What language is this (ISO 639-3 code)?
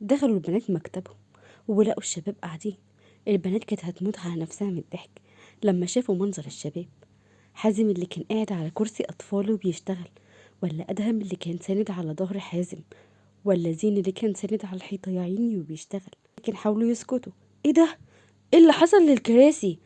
arz